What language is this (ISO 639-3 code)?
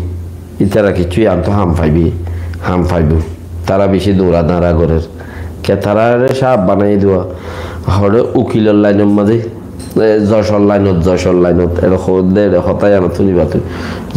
rhg